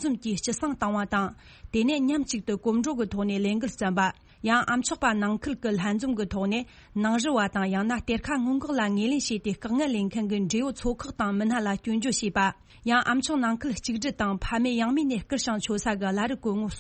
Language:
Tibetan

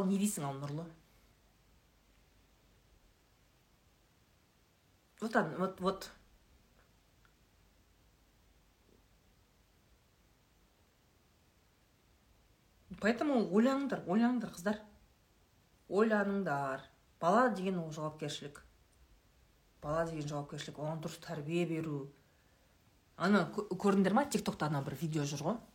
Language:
Kazakh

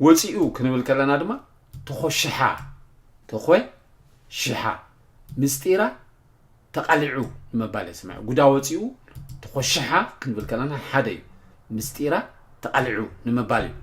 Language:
Tigrinya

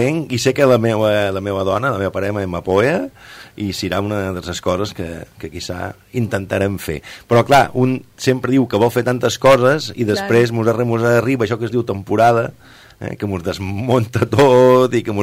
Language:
Catalan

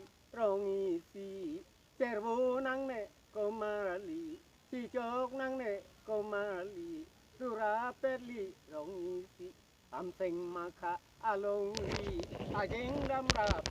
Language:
Karbi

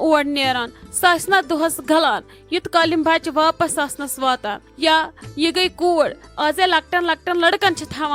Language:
Kashmiri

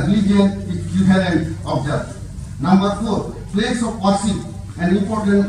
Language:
Santali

